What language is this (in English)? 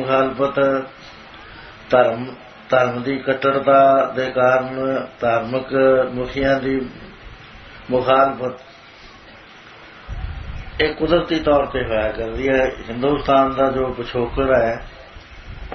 Punjabi